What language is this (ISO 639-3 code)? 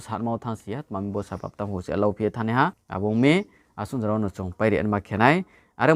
ria